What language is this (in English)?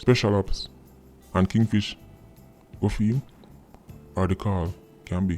Jamaican Creole English